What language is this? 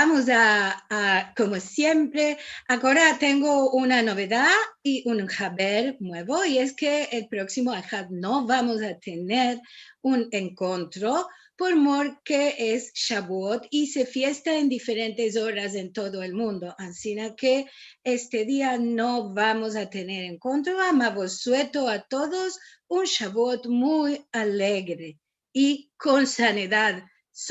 Ladino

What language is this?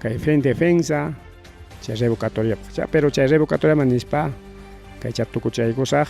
Ayacucho Quechua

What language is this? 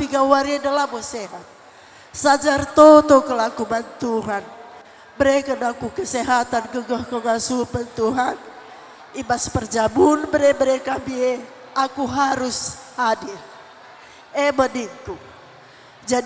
Batak Karo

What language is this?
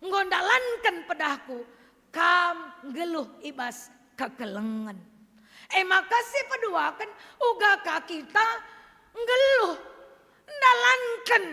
Batak Karo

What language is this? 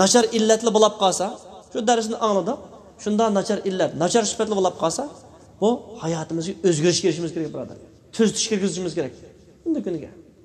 Uyghur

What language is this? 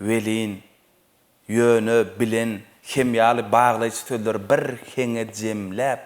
Turkmen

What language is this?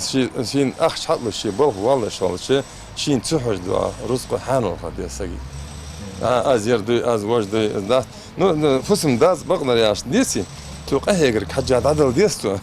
Ingush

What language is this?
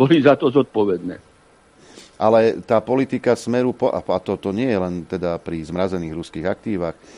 Slovak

